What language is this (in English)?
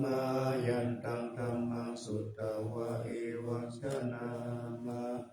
Pali